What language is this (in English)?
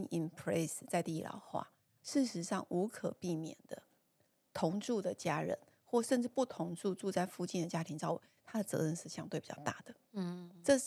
Chinese